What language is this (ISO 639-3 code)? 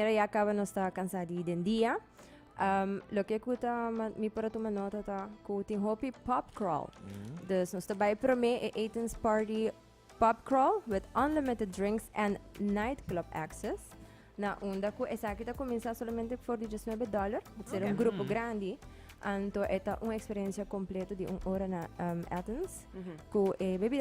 pap